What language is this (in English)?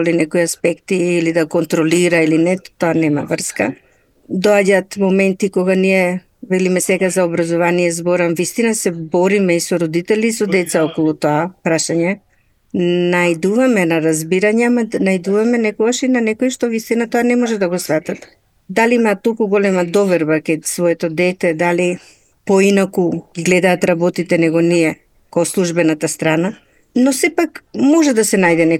Macedonian